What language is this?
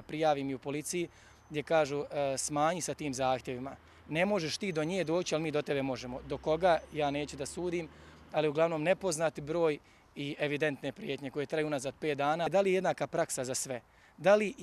Croatian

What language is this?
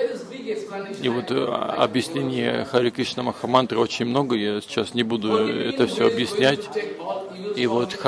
Russian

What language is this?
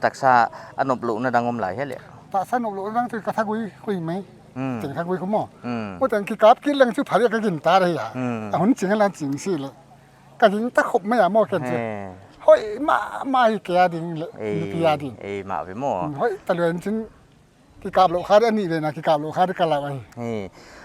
Paite Chin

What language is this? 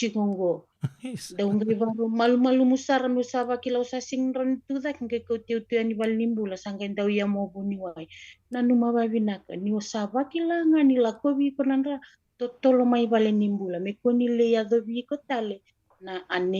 Fijian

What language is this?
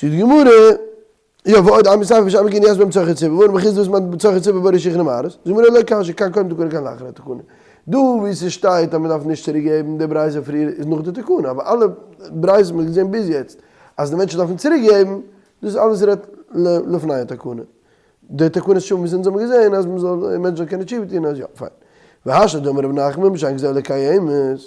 Yiddish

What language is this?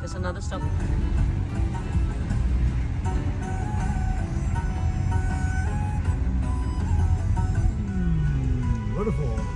Tibetan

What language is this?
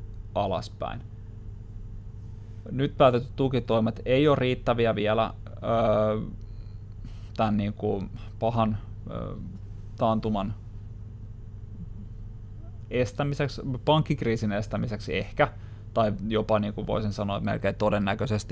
Finnish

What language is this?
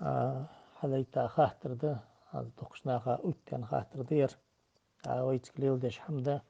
Ingush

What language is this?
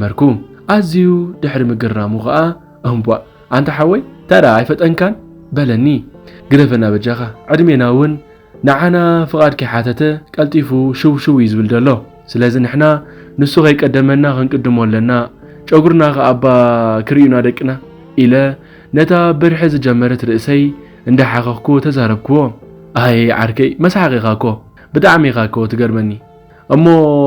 Tigrinya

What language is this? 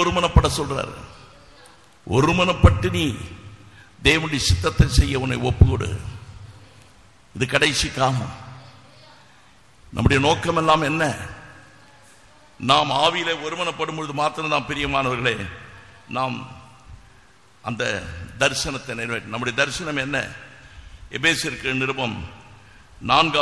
Tamil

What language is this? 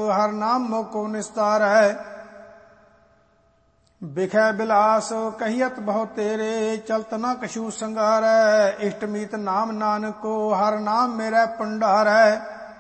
Punjabi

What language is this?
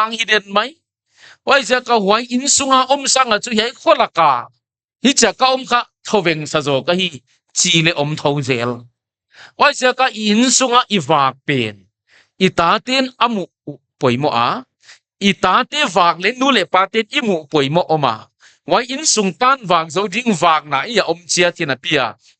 Paite Chin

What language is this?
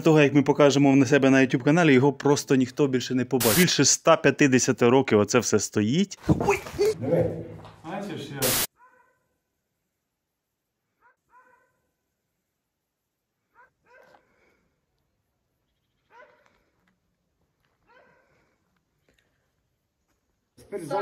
Ukrainian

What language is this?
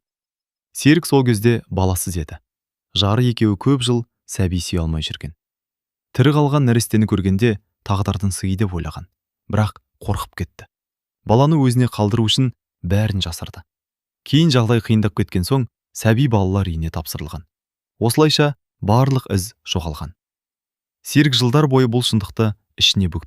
Kazakh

